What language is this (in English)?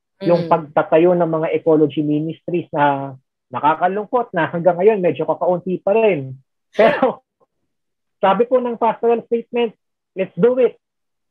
Filipino